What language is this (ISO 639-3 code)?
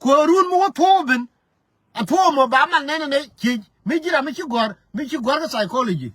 nus